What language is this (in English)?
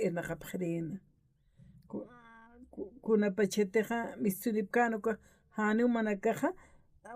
Aymara